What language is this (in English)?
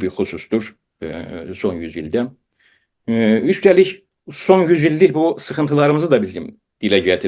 South Azerbaijani